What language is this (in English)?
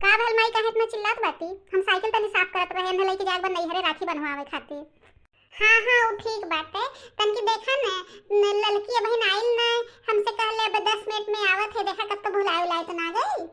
Bhojpuri